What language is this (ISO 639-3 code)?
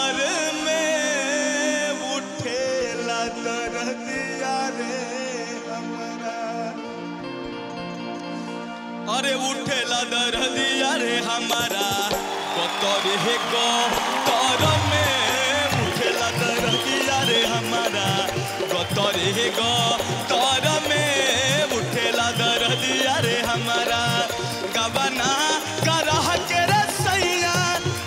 bho